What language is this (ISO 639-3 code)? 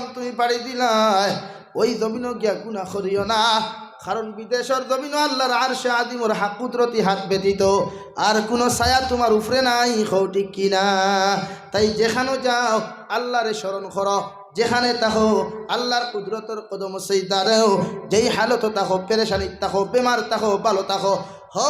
syl